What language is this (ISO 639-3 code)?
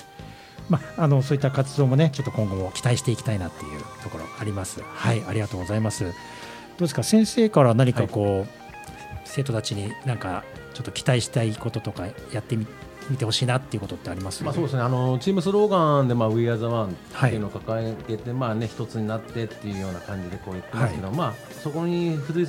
jpn